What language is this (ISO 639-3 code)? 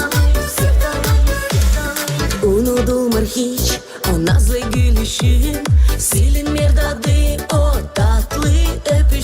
gag